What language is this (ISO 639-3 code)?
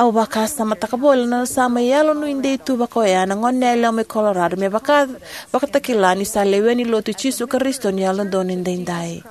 fij